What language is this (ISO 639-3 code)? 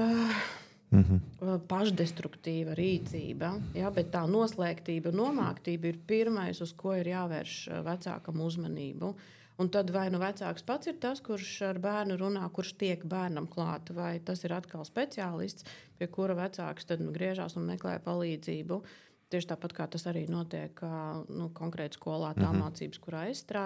lav